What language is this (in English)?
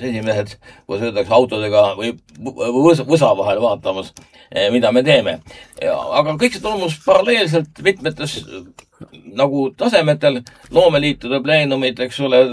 Estonian